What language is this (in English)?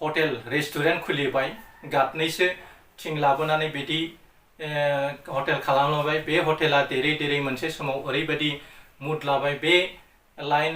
Bodo